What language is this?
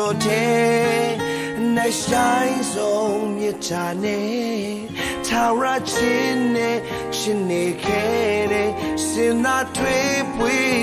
Burmese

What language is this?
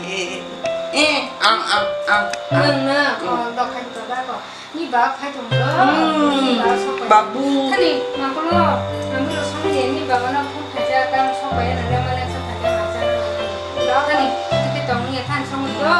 Kok Borok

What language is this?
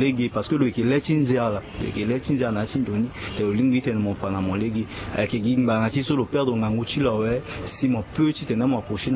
Sango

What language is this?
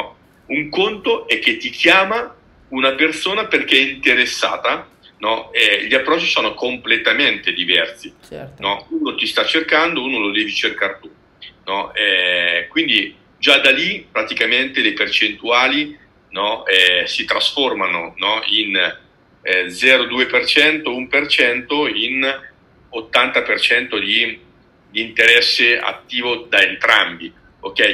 Italian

